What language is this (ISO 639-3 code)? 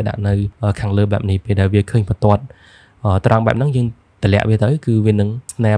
khm